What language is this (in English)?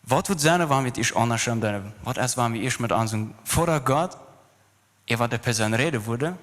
Plautdietsch